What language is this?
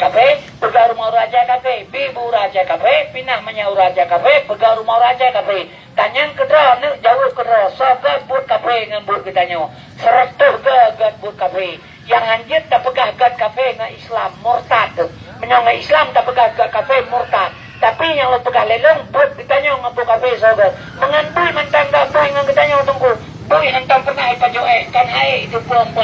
Achinese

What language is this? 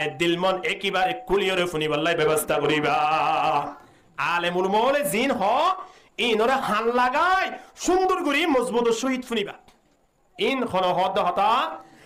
Rohingya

